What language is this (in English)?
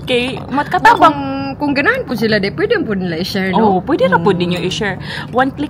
Cebuano